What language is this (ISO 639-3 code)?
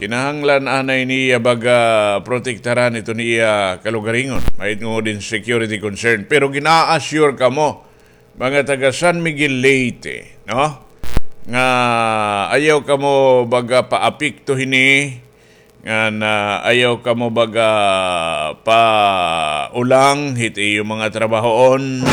war